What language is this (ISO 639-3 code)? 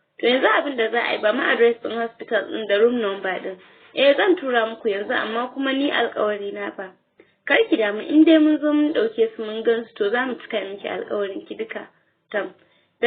hau